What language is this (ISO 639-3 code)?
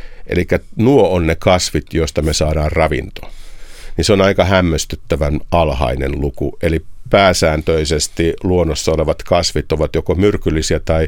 fin